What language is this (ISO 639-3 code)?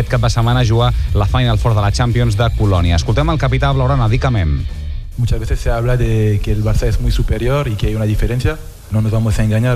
cat